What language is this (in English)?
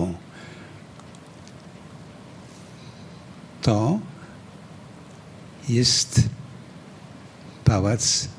Polish